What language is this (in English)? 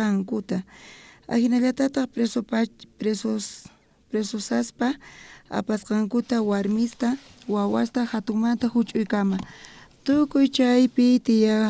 South Bolivian Quechua